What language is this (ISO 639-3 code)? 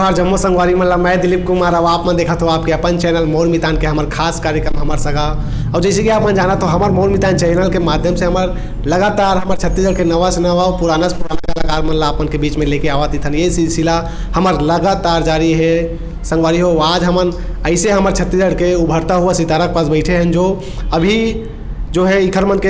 hne